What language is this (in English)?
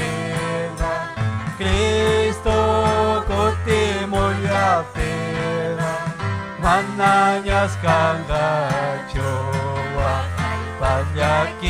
Ayacucho Quechua